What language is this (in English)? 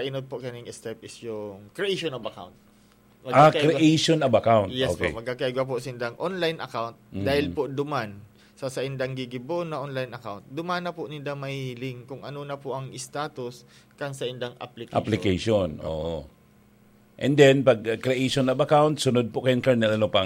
Bikol